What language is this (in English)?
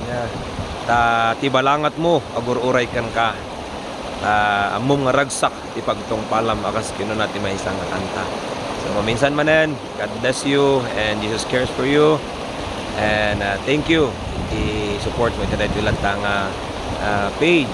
Iloko